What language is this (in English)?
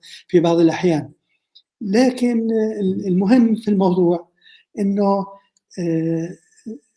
North Levantine Arabic